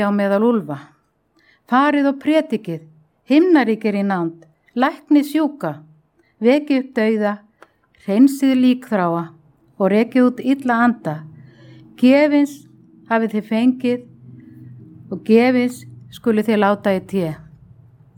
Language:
Icelandic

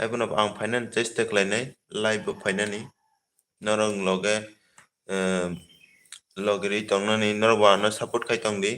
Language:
Kok Borok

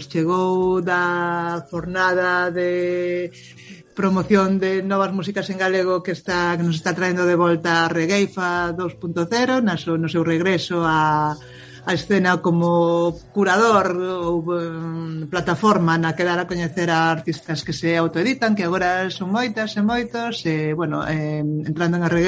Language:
Galician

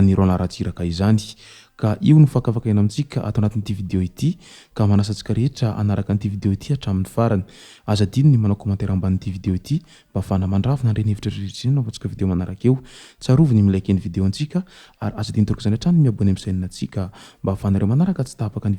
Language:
Malagasy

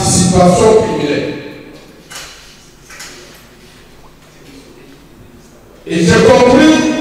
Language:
French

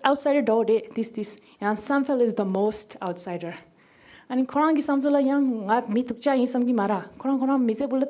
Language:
Tibetan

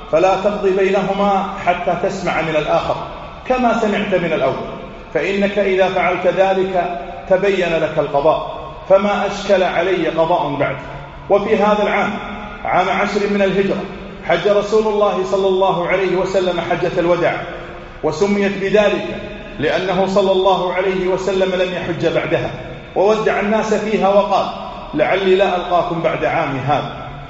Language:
Arabic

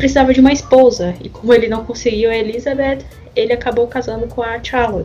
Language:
Portuguese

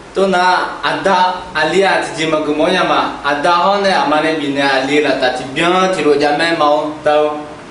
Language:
Akha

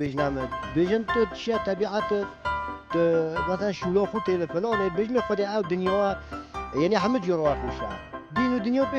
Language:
Kurdish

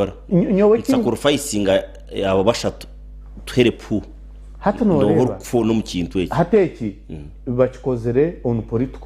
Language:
Nyankole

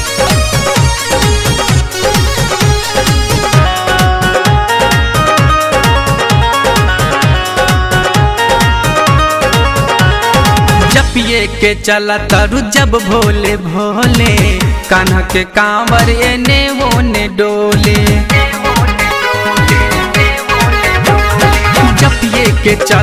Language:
Bhojpuri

